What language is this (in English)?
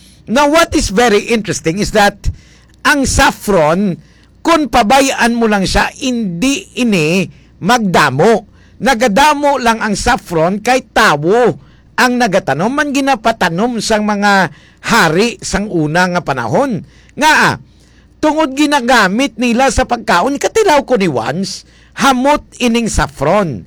Hiligaynon